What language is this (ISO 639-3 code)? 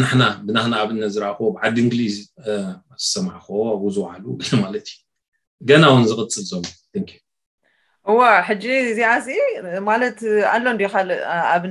tir